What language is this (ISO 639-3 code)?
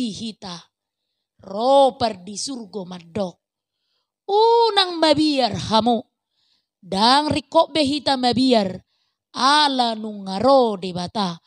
bbc